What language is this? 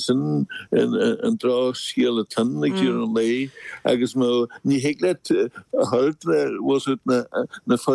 Irish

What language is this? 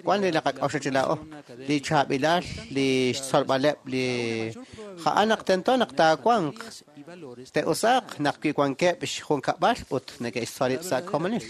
Kekchí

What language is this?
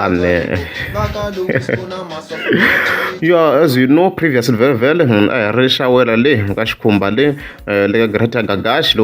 Tsonga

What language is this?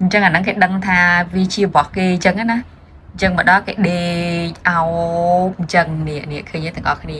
Khmer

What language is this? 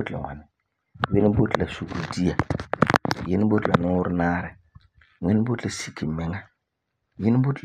Frafra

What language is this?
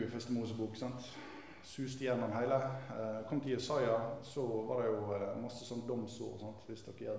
Norwegian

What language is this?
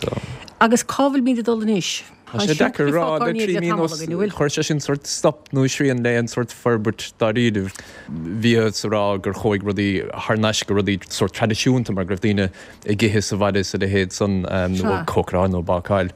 Irish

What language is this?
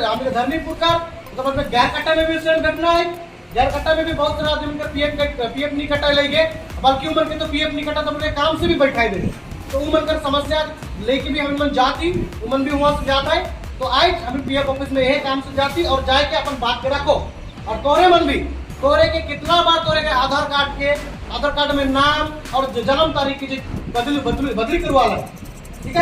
Sadri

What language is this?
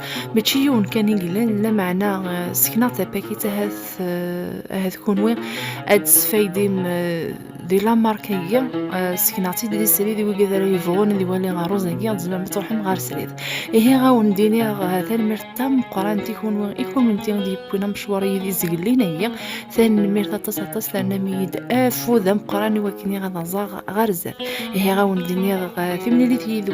Kabyle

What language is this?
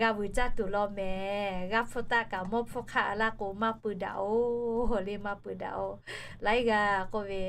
Lahu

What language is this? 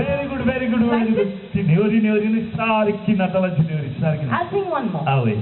Konkani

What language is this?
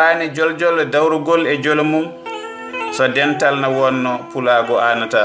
Fula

